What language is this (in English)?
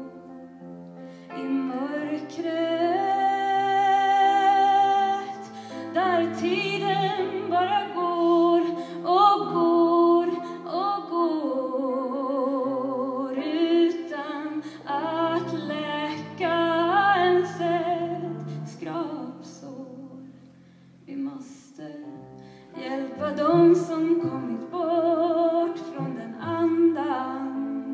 Swedish